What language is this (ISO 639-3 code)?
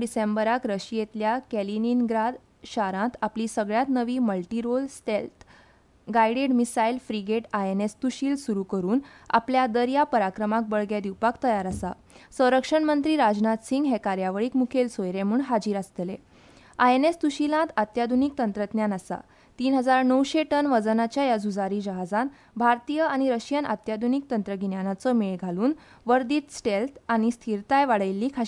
kok